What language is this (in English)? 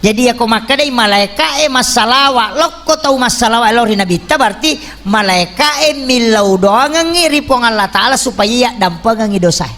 Buginese